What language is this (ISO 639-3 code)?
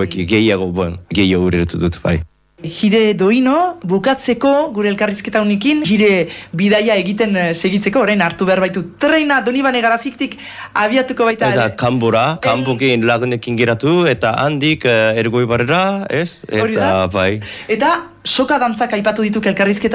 eus